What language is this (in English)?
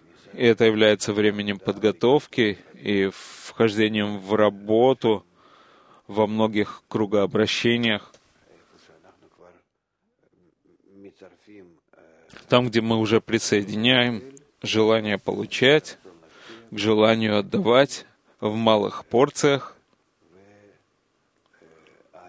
Russian